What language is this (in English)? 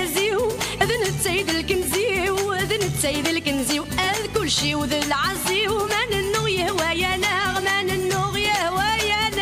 Kabyle